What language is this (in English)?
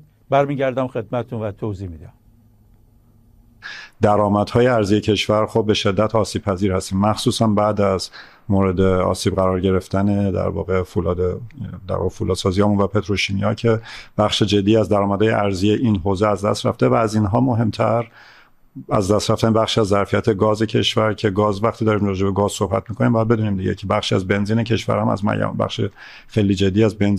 Persian